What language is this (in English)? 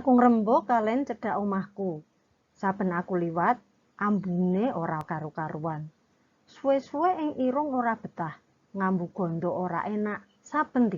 Javanese